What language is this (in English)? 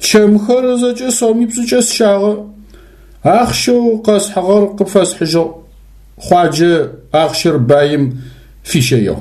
Adyghe